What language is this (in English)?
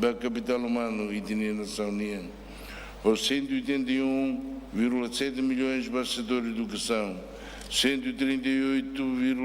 Tetum